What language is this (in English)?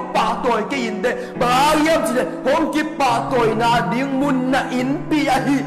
Tedim Chin